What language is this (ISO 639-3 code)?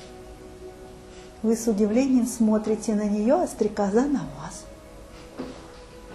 rus